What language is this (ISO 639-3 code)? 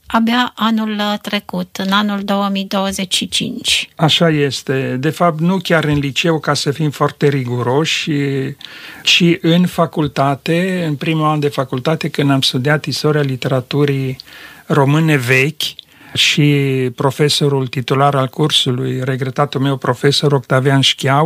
ron